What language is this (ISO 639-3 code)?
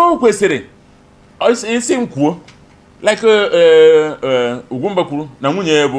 ibo